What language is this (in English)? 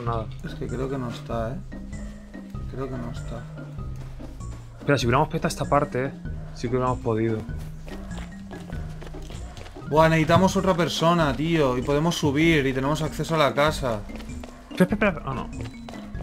Spanish